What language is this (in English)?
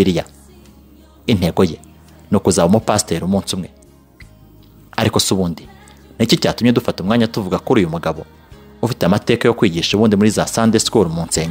Kinyarwanda